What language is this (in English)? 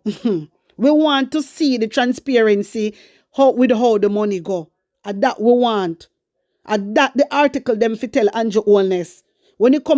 Jamaican Creole English